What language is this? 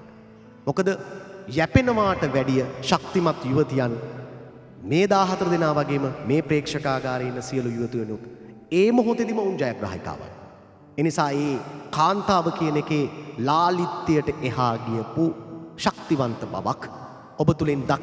Sinhala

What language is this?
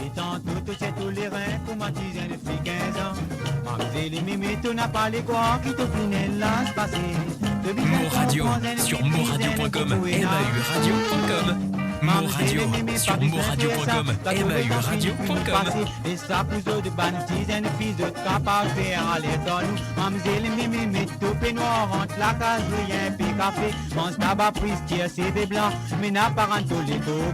Morisyen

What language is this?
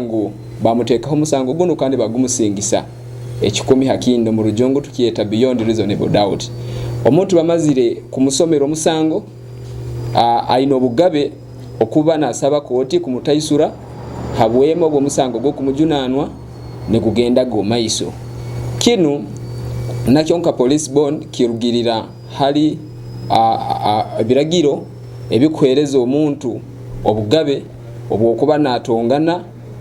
Nyoro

